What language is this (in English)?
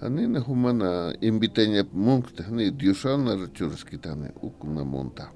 Aymara